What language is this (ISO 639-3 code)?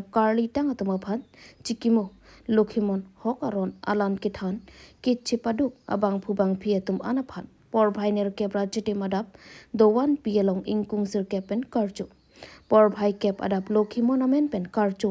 mjw